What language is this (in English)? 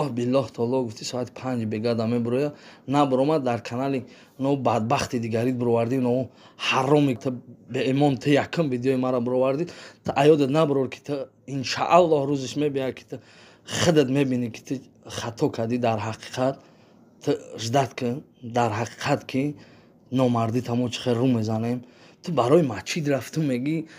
Tajik